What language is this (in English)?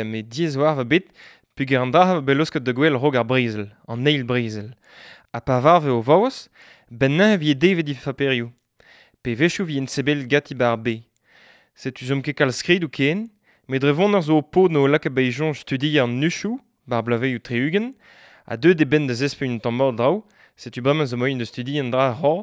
Breton